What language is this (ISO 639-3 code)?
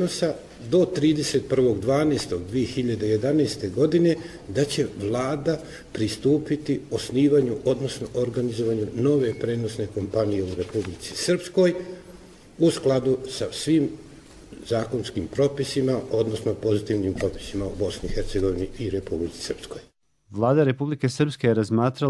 hrv